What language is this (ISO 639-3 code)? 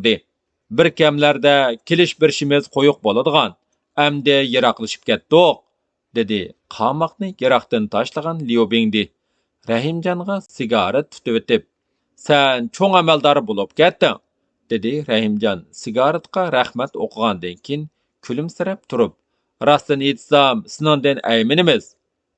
uig